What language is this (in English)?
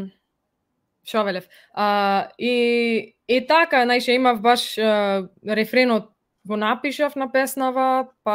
Macedonian